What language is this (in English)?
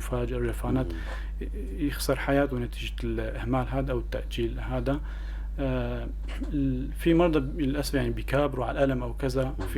North Levantine Arabic